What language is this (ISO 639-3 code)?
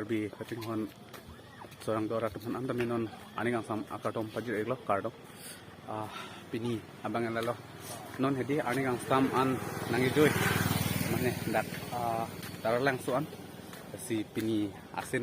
mjw